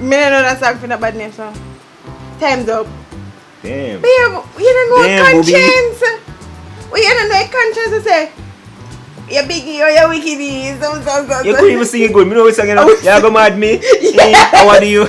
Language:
Jamaican Creole English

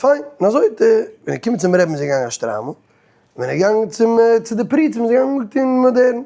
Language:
Yiddish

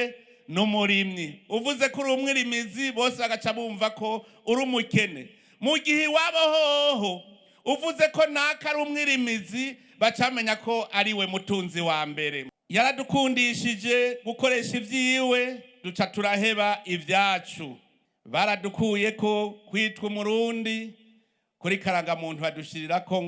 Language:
Rundi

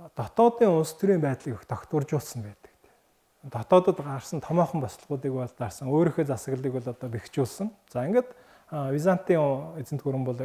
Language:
Mongolian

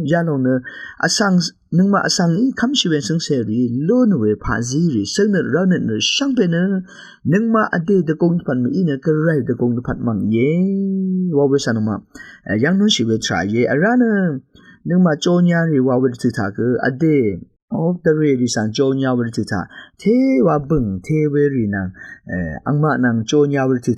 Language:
Rawang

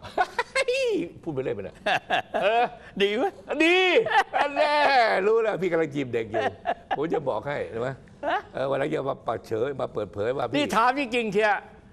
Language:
Thai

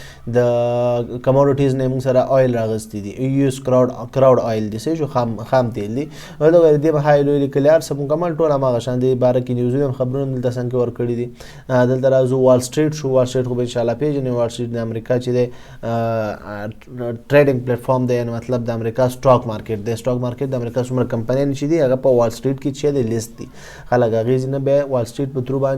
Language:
Pashto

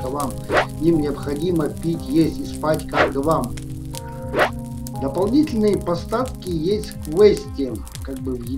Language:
Russian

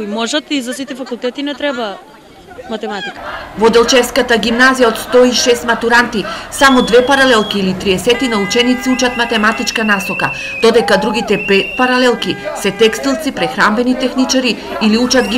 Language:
Macedonian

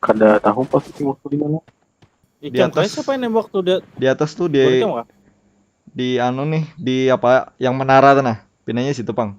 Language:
Banjar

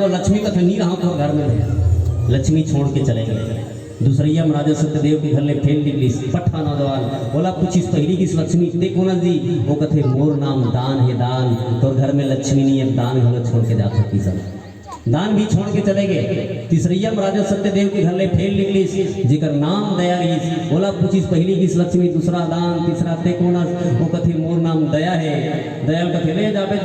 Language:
Chhattisgarhi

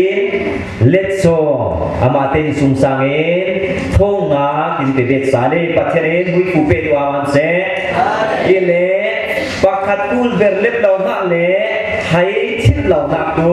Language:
Falam Chin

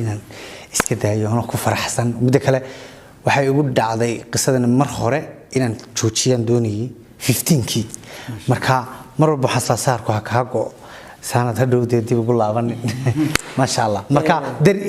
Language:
Somali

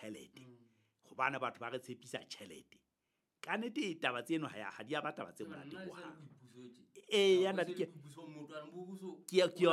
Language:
Southern Sotho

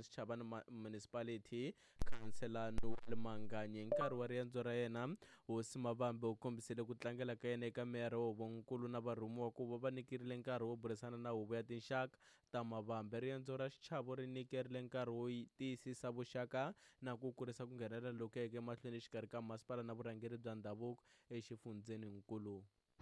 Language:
Tsonga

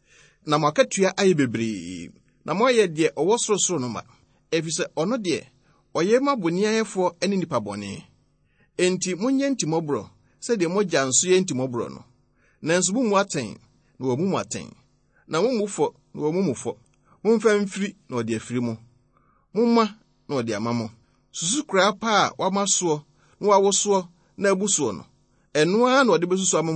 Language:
Akan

